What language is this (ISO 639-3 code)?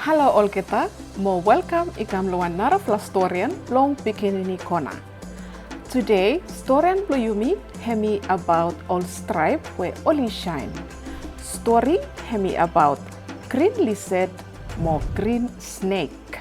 bis